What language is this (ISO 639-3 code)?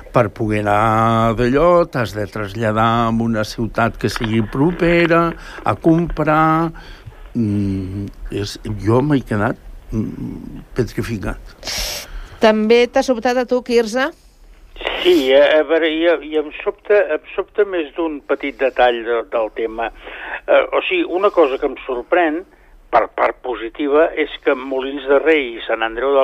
cat